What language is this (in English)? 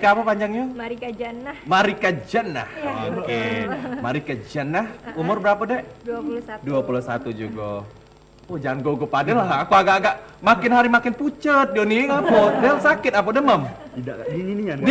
Musi